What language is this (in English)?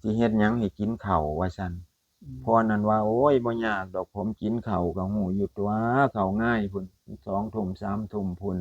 Northeastern Thai